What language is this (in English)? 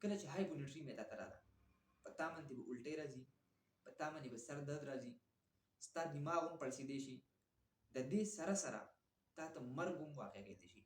Pashto